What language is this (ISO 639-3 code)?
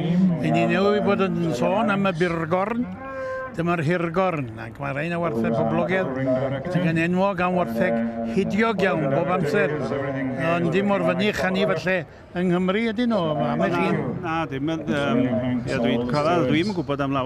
cym